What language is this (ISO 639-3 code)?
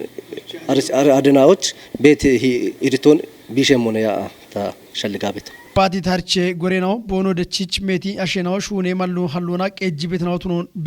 kbr